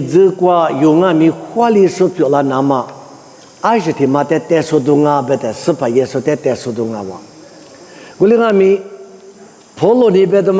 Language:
Lisu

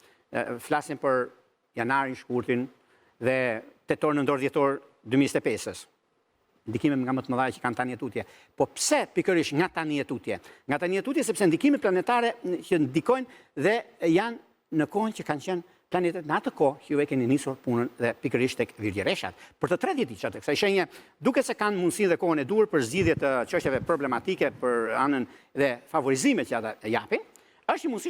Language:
Albanian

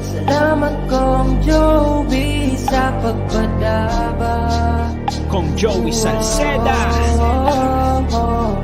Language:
Bikol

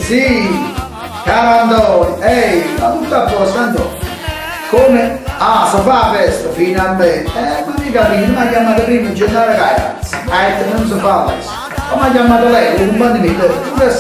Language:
Neapolitan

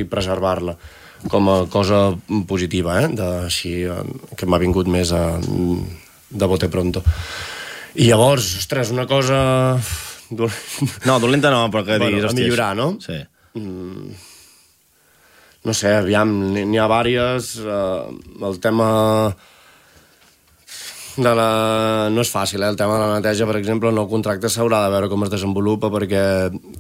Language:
Catalan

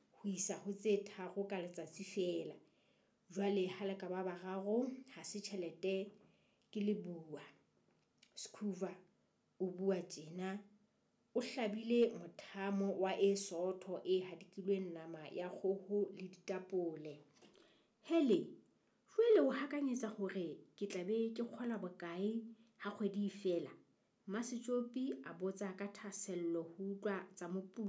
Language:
Southern Sotho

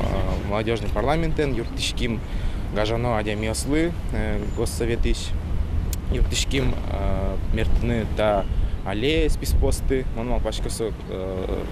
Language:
Udmurt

